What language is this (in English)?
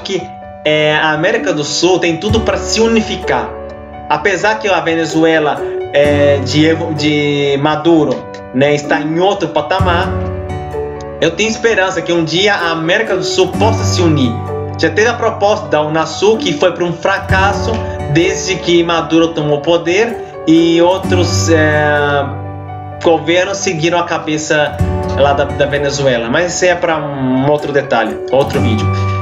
Portuguese